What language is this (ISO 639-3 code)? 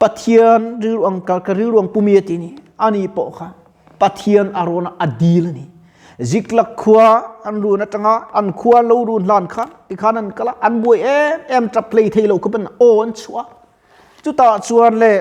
lus